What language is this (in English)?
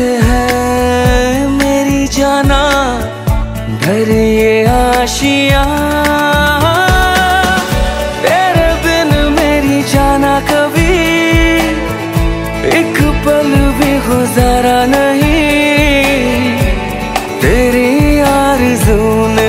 Hindi